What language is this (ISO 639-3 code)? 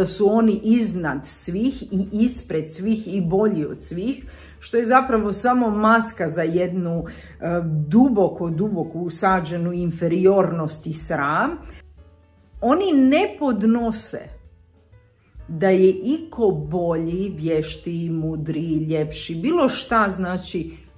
hrv